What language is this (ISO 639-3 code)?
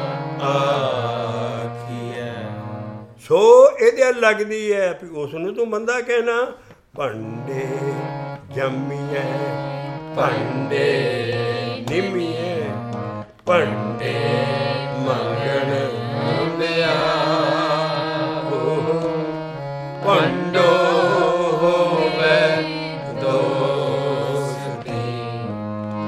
pan